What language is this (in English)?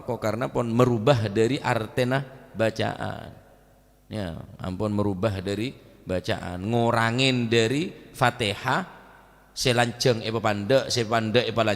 Madurese